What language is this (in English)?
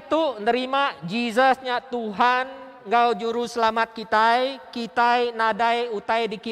Iban